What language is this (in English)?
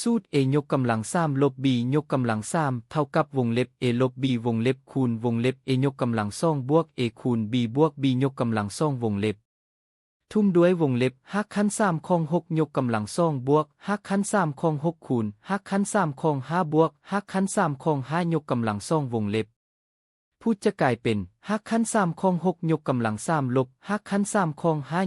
Lao